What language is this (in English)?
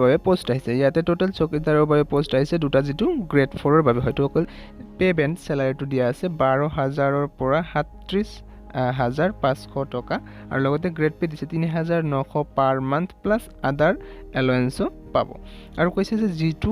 Assamese